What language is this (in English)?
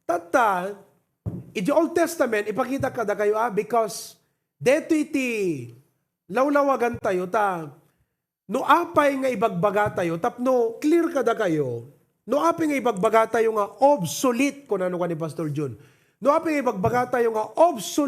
Iloko